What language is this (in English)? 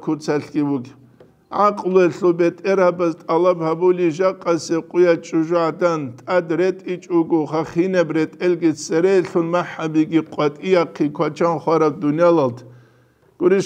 Avaric